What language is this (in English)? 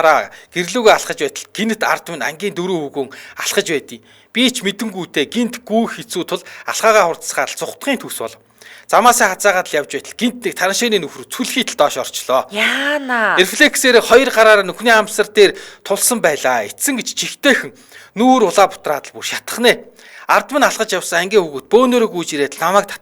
Mongolian